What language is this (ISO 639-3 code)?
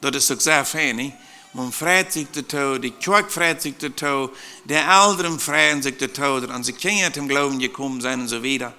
pdt